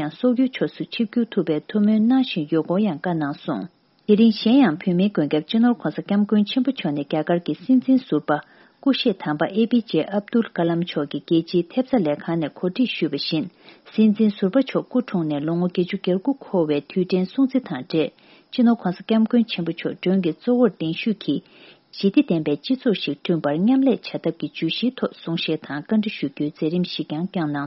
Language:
Tibetan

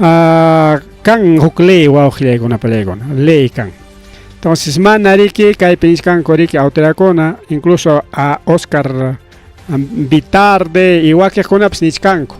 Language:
Ayacucho Quechua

